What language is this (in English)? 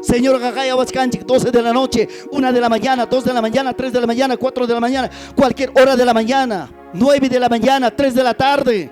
Ayacucho Quechua